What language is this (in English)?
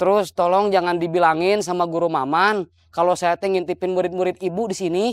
Betawi